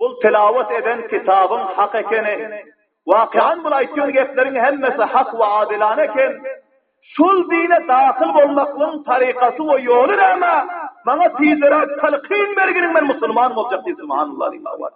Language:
Turkmen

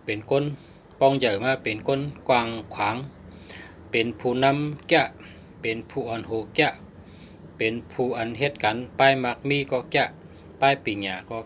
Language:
Shan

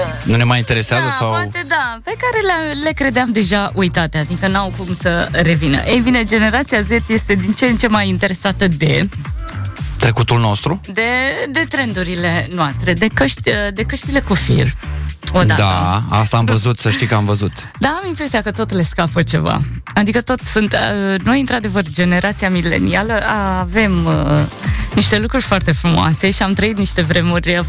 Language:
Romanian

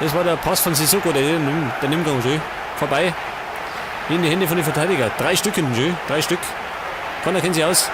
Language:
Bavarian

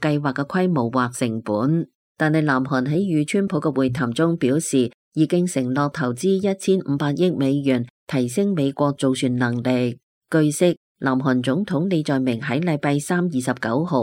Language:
Cantonese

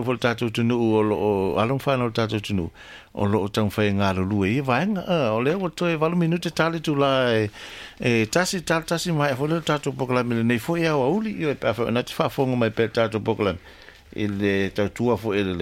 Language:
Samoan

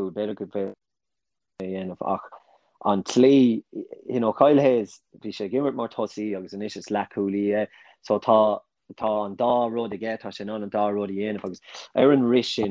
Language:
Irish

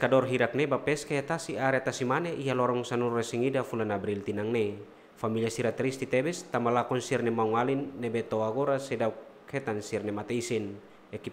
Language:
Tetum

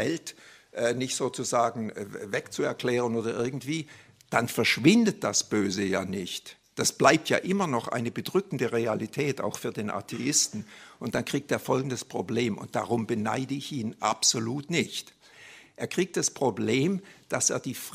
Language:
German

